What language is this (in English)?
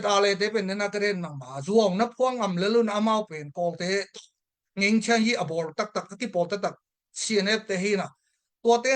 Tedim Chin